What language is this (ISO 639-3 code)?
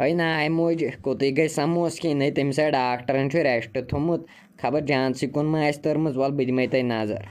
kas